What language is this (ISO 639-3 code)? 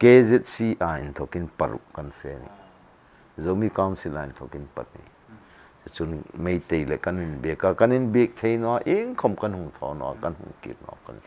hmr